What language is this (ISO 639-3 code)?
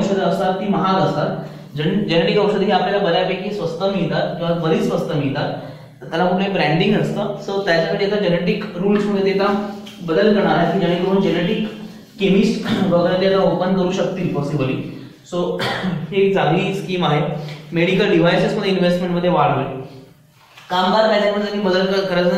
mar